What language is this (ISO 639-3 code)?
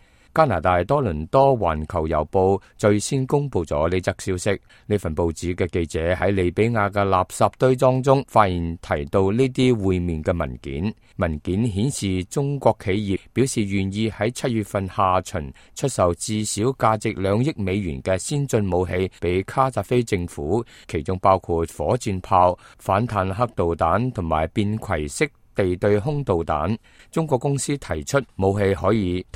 yue